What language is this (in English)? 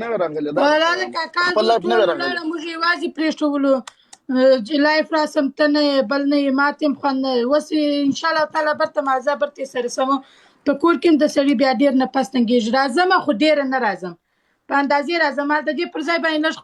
Pashto